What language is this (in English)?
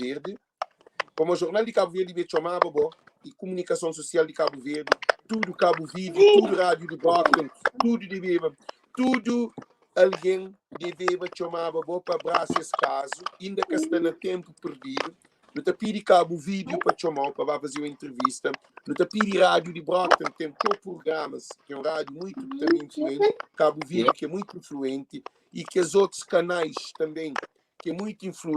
Kabuverdianu